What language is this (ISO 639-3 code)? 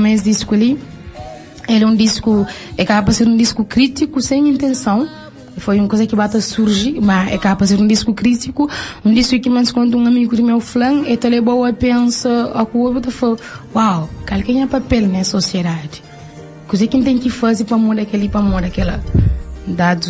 kea